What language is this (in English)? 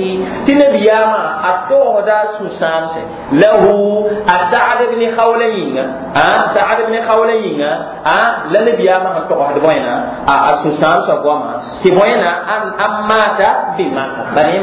Mossi